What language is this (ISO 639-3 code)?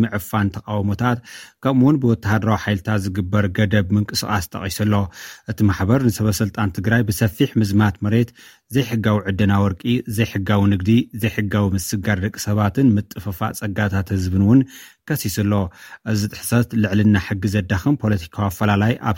tir